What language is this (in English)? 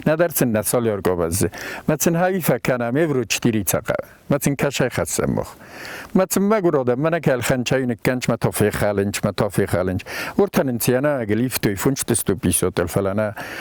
Ossetic